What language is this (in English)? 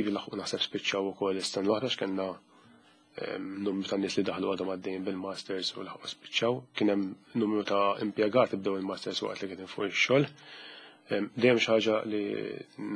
Maltese